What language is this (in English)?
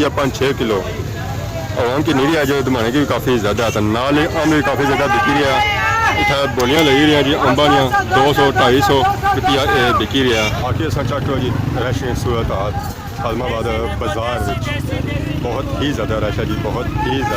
Pahari-Potwari